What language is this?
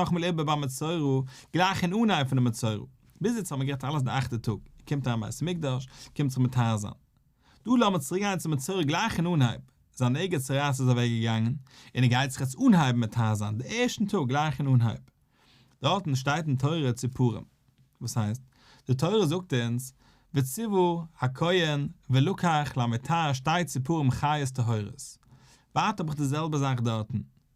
Yiddish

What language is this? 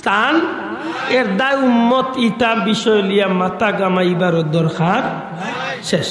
Sylheti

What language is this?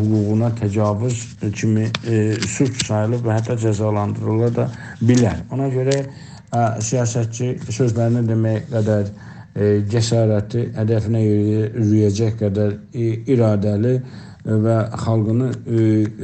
South Azerbaijani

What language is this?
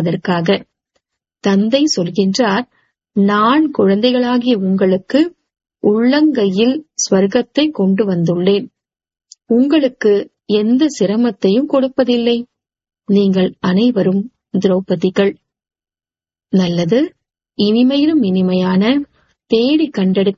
Tamil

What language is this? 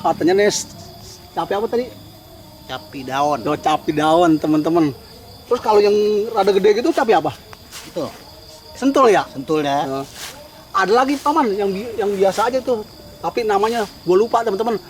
Betawi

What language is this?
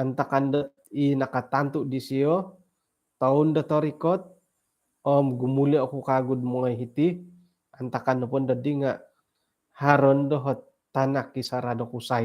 Central Dusun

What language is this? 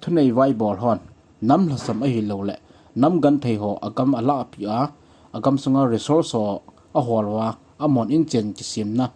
Thado Chin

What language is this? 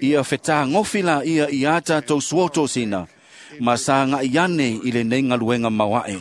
Samoan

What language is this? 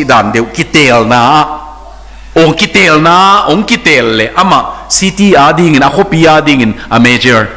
Tedim Chin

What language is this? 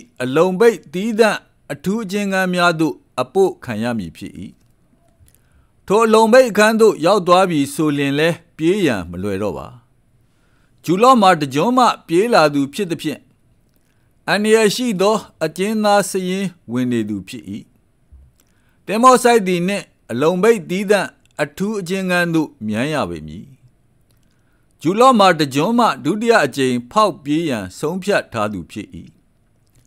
Burmese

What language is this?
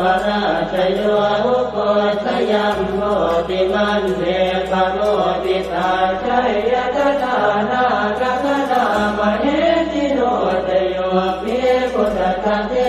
Pali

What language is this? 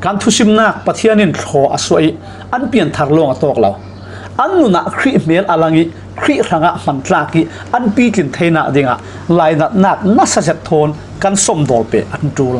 Falam Chin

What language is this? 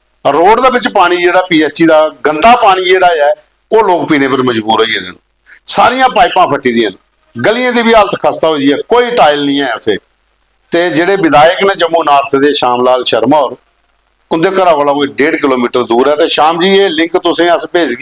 Dogri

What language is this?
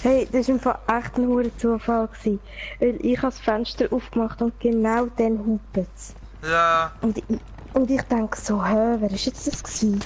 Swiss German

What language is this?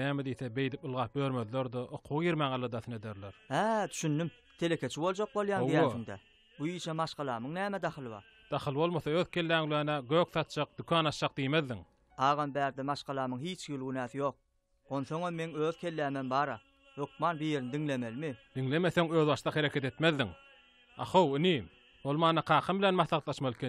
Turkmen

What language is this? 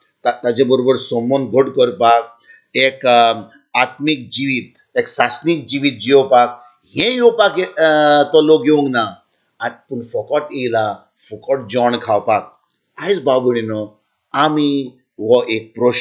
Konkani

